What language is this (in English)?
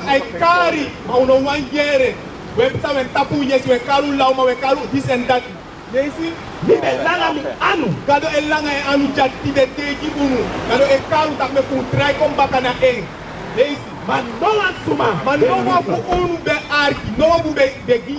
Sranan Tongo